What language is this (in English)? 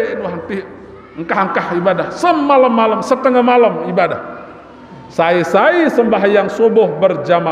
Sasak